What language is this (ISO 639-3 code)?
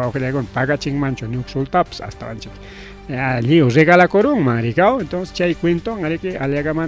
quy